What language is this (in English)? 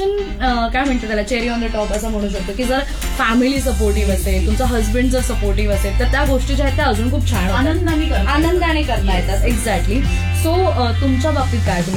Marathi